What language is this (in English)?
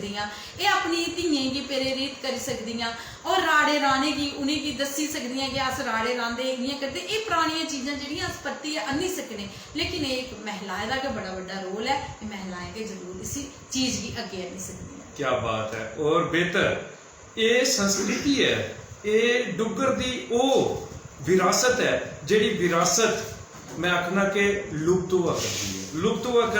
Dogri